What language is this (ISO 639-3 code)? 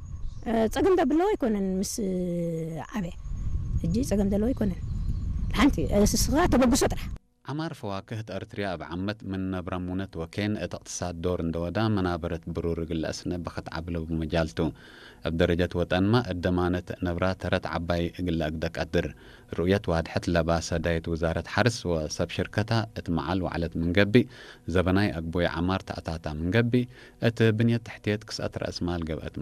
tig